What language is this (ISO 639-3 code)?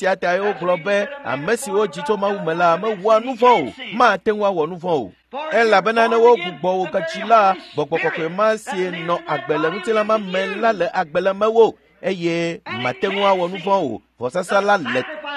ewe